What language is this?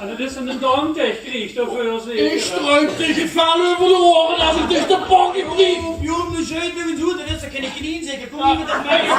Limburgish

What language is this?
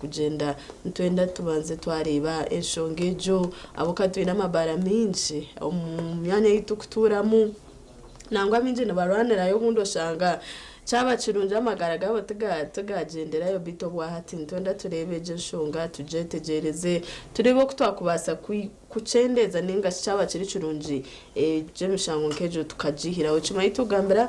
Nyankole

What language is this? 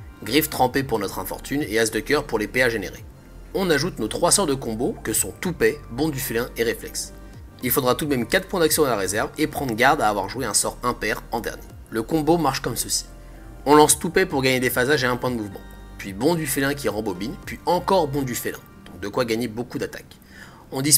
French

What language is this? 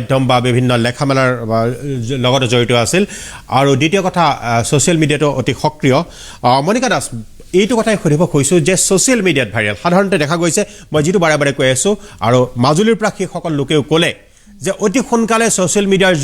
Assamese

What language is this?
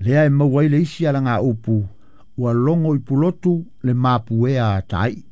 Samoan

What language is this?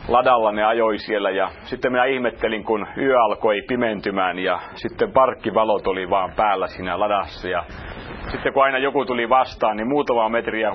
Finnish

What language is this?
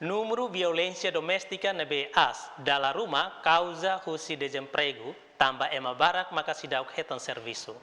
Tetum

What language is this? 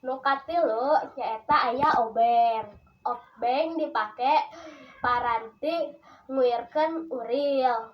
Sundanese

